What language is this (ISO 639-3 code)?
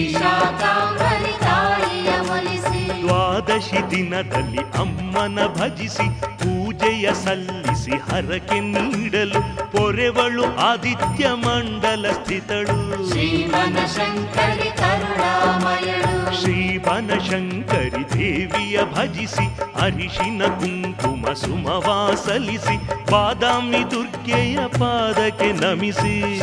kan